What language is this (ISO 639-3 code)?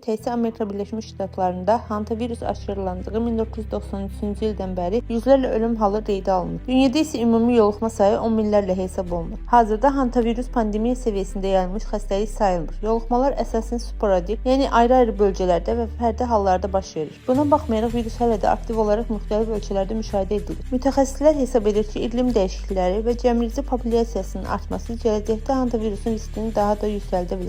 aze